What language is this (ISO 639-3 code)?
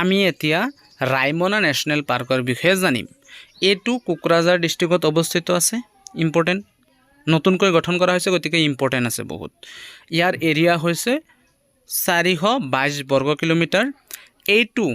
asm